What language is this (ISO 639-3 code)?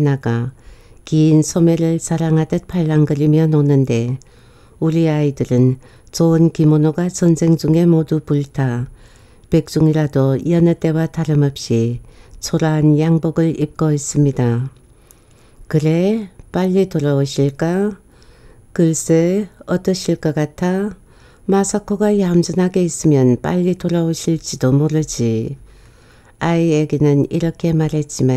kor